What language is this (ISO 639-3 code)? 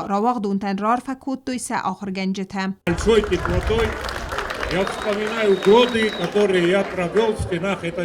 oss